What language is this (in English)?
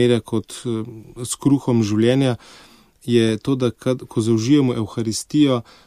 Slovenian